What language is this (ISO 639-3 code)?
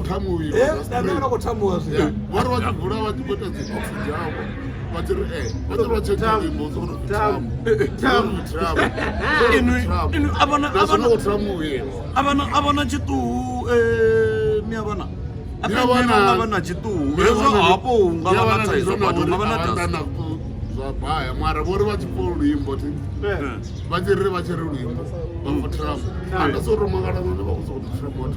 ven